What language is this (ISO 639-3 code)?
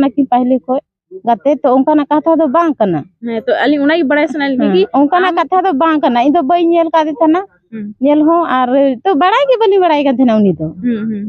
sat